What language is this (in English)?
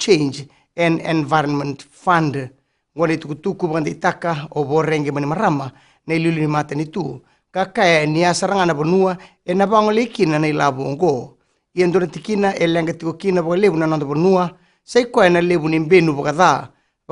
Fijian